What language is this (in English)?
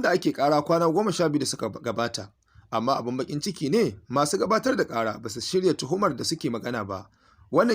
Hausa